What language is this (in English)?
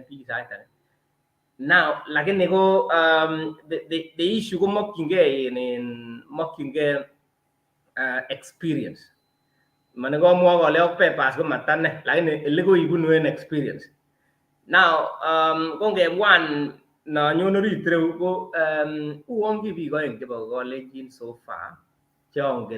Kalenjin